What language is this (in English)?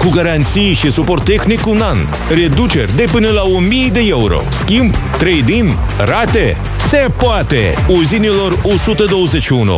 Romanian